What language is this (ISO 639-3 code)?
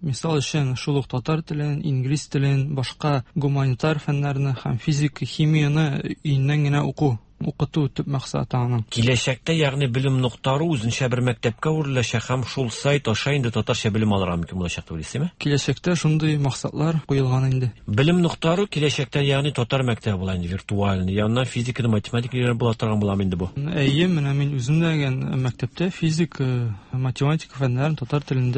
tat